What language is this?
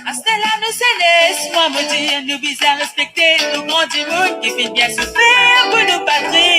Morisyen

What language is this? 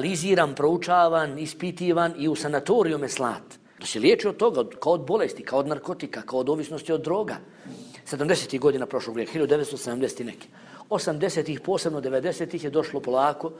Bosnian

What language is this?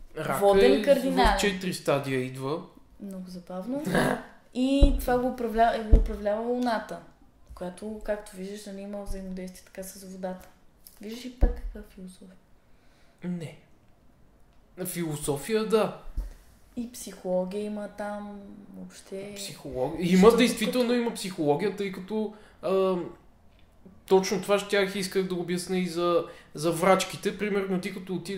Bulgarian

